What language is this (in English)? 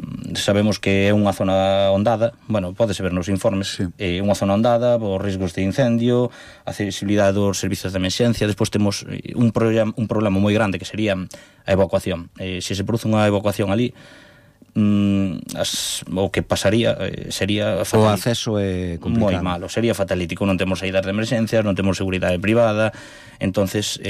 Galician